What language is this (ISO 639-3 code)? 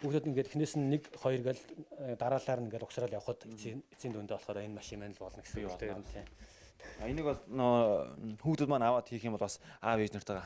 mon